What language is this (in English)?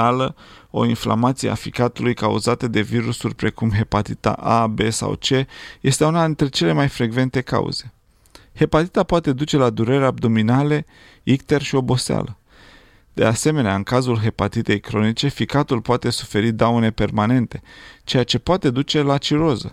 Romanian